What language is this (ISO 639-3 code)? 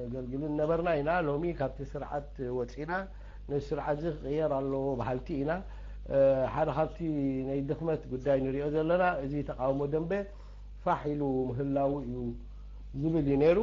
tir